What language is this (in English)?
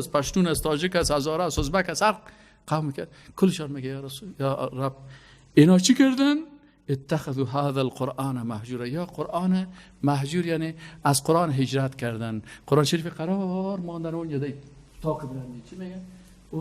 Persian